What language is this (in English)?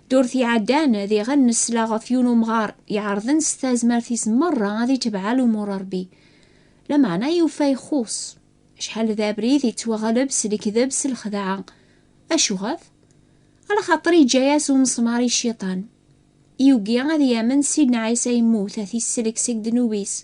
Kabyle